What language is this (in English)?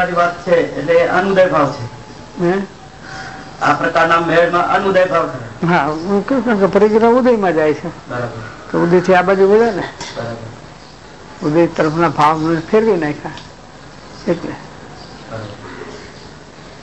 Gujarati